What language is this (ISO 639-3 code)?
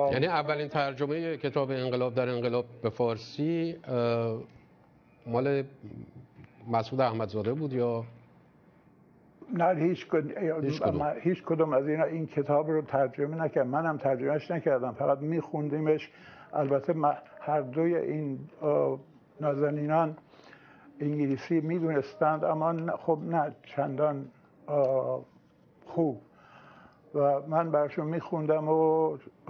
fas